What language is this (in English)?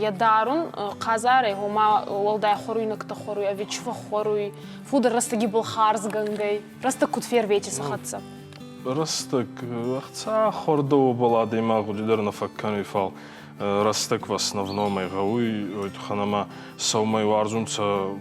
Ossetic